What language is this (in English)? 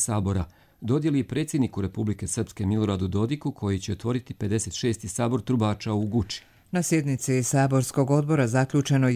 Bosnian